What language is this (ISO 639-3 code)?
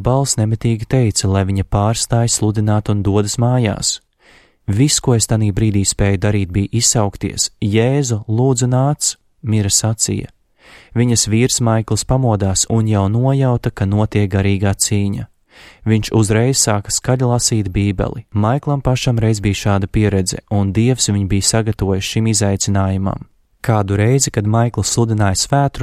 lav